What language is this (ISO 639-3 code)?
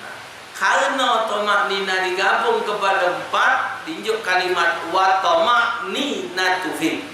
mui